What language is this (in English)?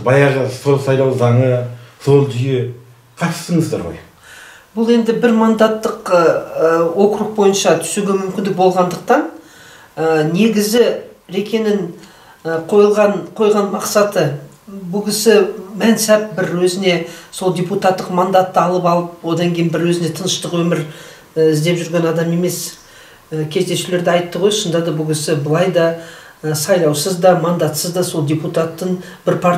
Kazakh